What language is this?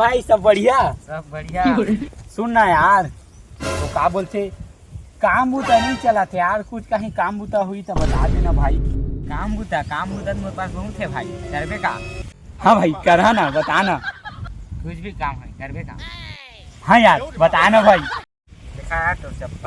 Chhattisgarhi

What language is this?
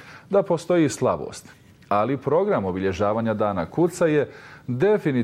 Bosnian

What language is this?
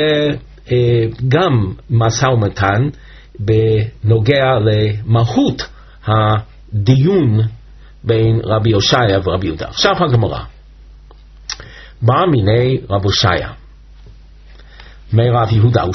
Hebrew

